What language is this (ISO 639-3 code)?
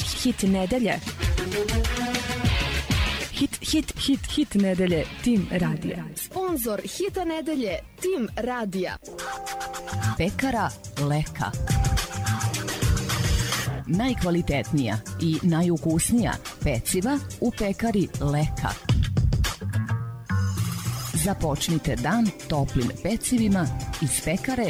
srp